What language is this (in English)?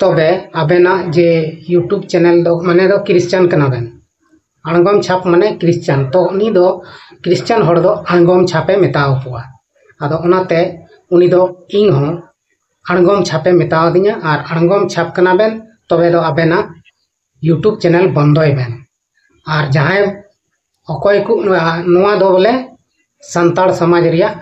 Santali